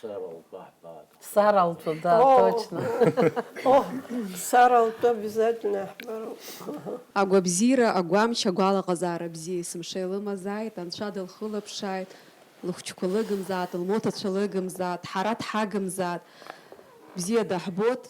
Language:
Abkhazian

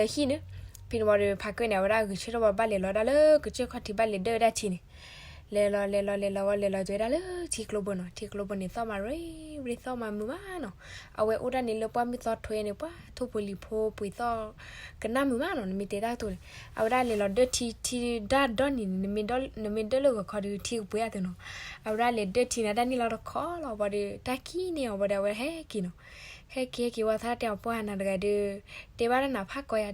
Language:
S'gaw Karen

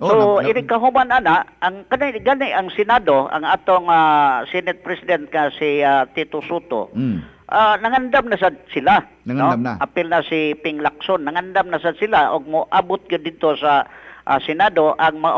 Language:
Cebuano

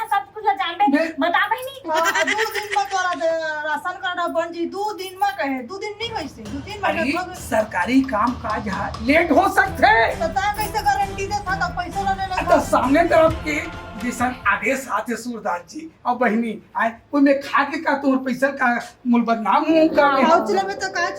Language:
Chhattisgarhi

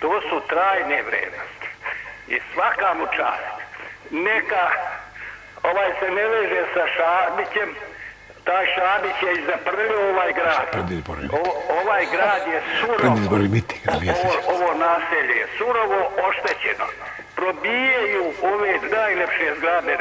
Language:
Serbian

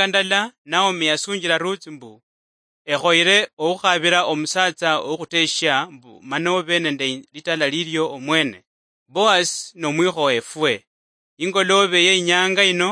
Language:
Luyia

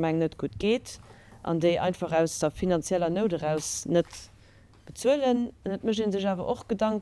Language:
Luxembourgish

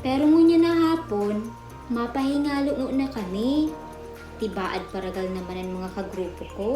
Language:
Bikol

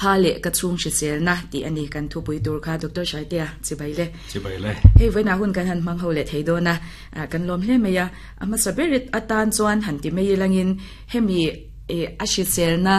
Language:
Mizo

